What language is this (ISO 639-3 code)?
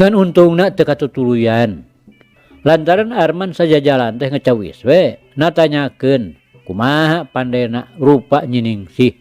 sun